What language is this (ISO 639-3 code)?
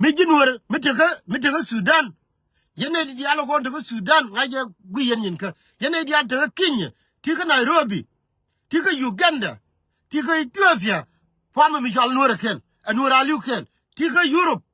nus